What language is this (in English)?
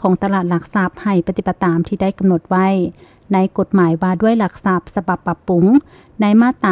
Lao